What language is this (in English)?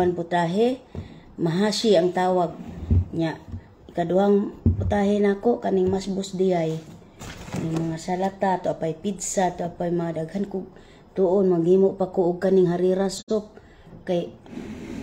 Cebuano